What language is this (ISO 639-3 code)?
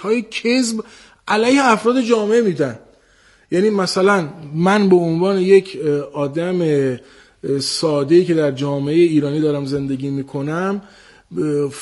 fas